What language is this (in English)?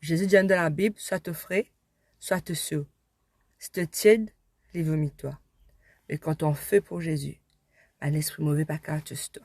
Morisyen